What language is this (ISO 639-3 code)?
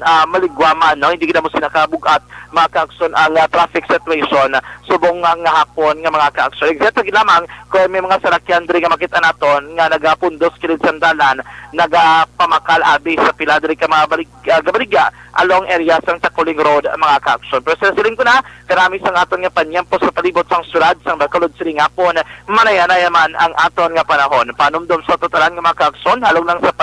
hil